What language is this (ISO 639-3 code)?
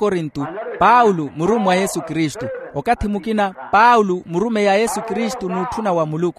vmw